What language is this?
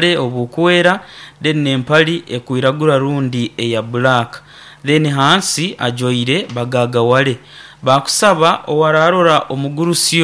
Nyoro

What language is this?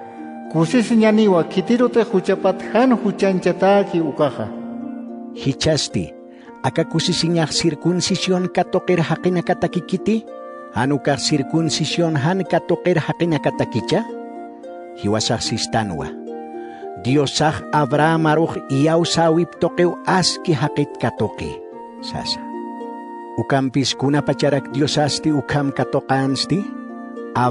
Aymara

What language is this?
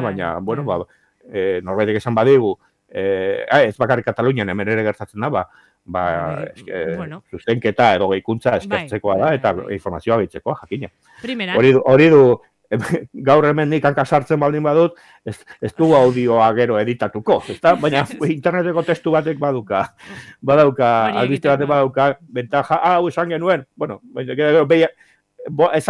Basque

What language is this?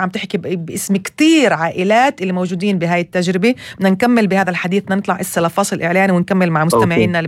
North Levantine Arabic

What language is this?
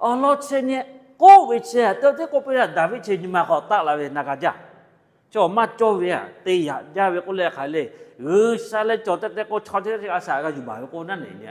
Lahu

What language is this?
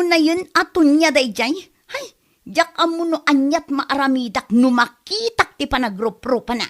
Iloko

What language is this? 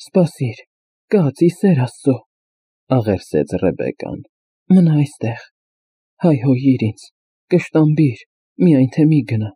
Armenian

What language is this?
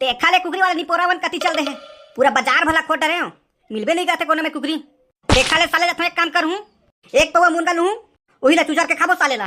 Chhattisgarhi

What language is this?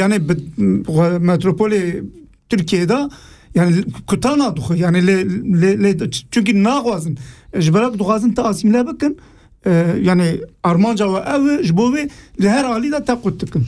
Kurdish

